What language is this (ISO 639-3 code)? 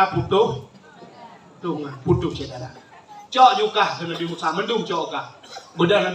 ace